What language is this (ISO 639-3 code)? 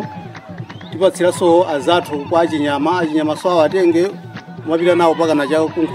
nya